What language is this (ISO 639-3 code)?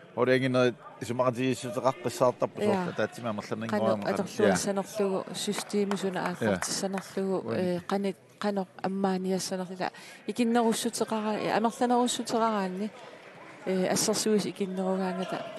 kal